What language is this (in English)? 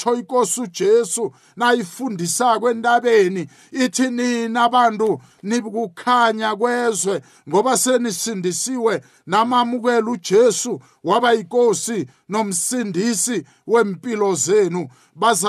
South Ndebele